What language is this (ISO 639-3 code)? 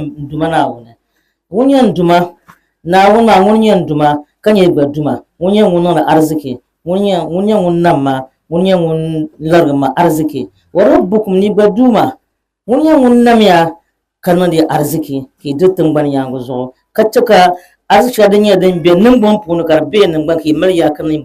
dag